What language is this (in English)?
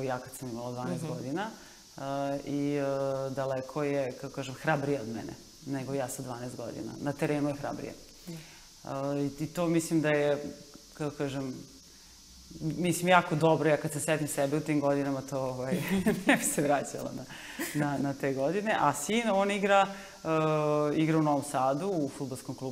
Serbian